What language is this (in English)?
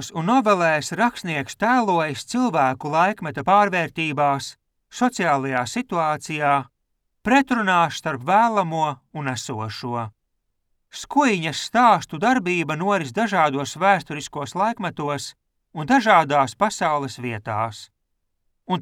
Latvian